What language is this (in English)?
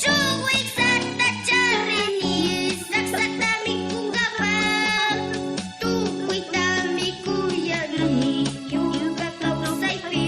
Imbabura Highland Quichua